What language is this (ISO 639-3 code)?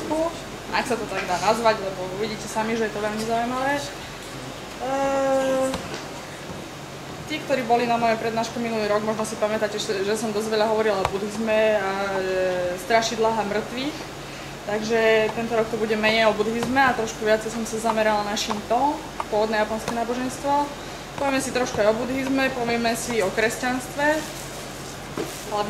slk